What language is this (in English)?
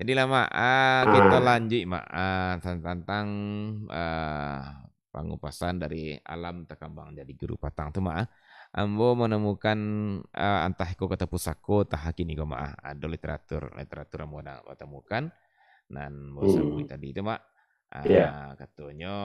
Minangkabau